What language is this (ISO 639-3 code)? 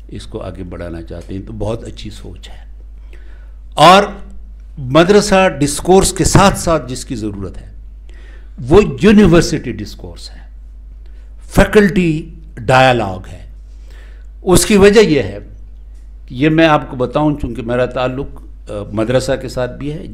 urd